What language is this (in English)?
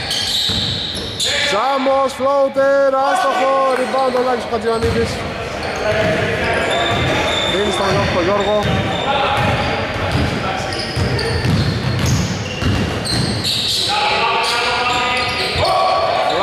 Greek